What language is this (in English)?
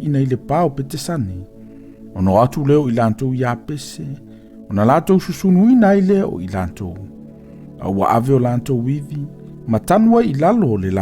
Samoan